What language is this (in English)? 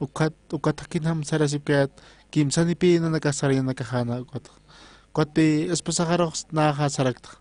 Aymara